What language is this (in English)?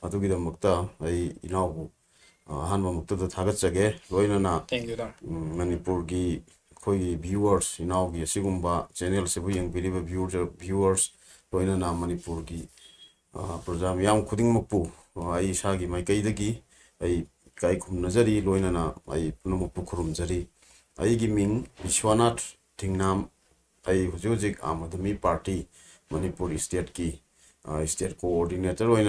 Manipuri